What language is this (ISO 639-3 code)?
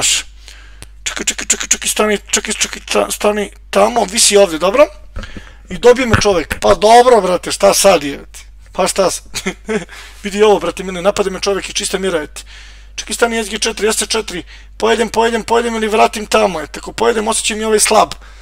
srp